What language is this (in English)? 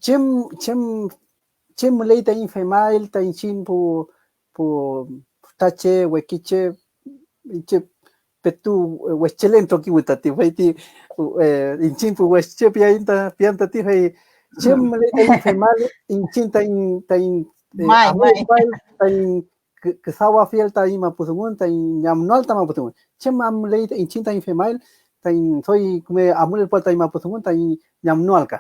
Mapuche